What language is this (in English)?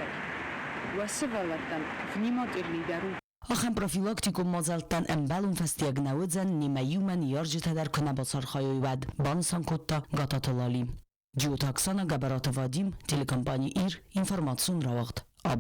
Ossetic